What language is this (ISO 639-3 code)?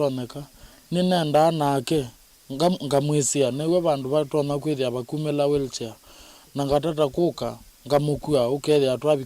kam